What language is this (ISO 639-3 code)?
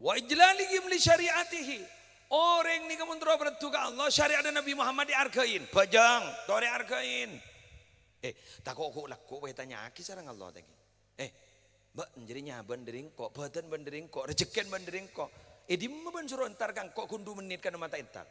mad